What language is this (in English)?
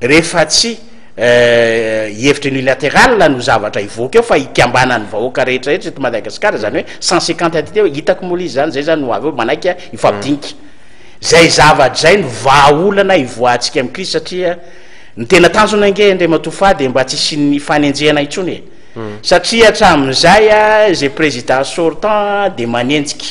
Malagasy